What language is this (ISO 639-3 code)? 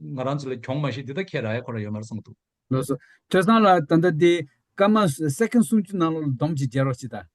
bod